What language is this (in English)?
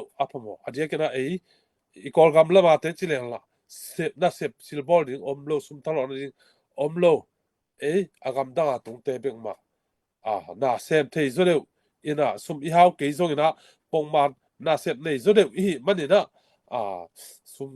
Tedim Chin